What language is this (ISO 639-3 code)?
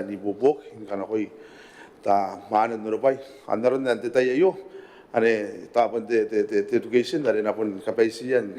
gil